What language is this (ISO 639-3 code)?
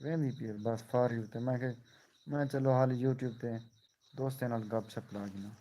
skr